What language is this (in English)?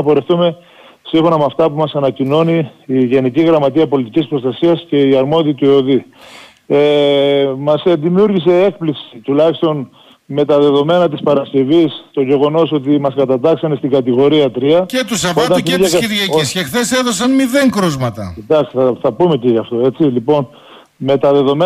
Greek